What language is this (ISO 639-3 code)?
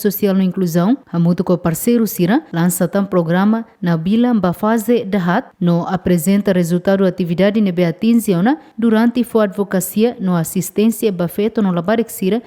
tet